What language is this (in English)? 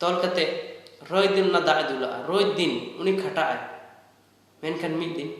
Santali